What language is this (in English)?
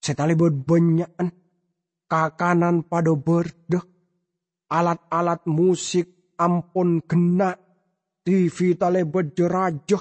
Madurese